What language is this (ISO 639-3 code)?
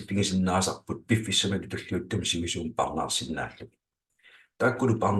kal